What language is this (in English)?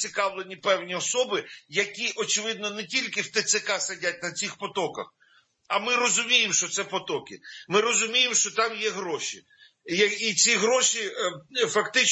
Ukrainian